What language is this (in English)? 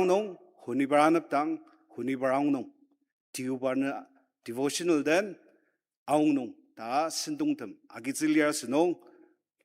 Ao Naga